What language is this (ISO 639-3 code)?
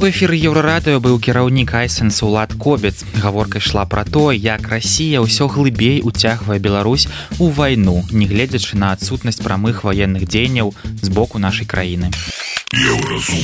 bel